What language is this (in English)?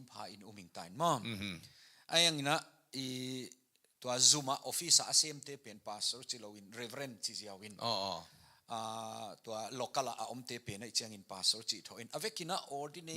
Tedim Chin